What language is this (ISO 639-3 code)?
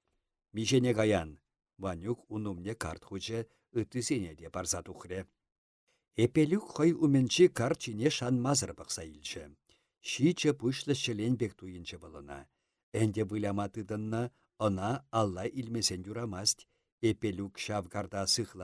chv